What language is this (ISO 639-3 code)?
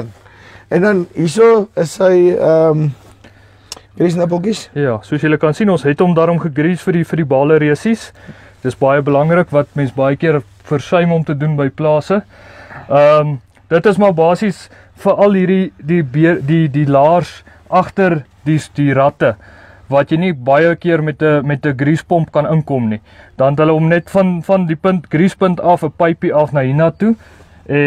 afr